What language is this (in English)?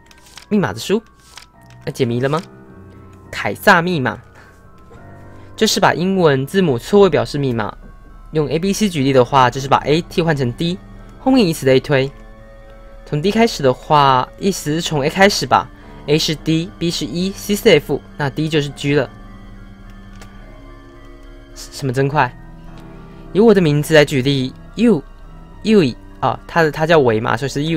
Chinese